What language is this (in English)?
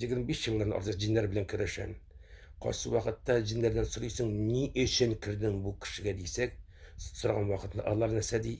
Tatar